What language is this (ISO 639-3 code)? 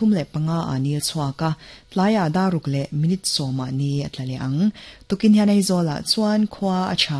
lus